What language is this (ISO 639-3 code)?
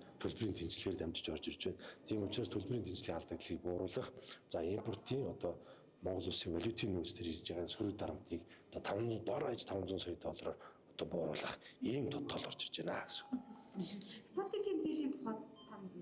mon